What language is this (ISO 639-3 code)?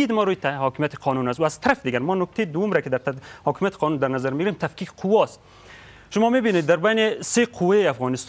fas